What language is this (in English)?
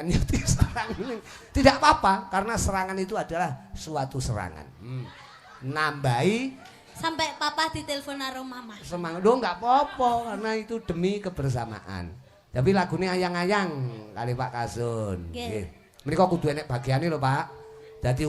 Javanese